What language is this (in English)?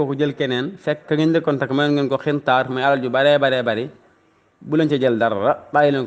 Wolof